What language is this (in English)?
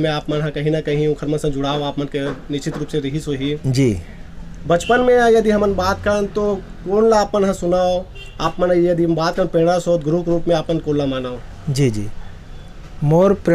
Chhattisgarhi